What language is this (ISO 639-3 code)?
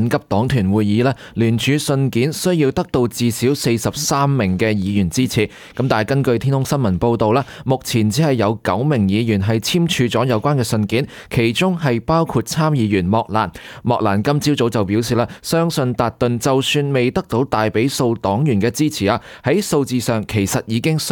yue